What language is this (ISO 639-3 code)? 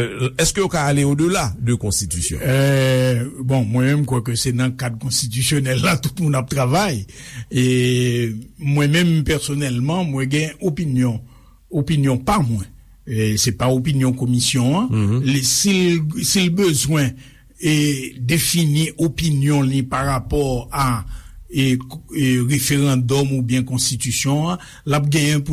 hat